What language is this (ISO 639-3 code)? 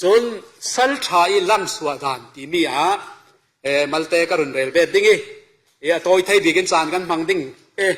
cfm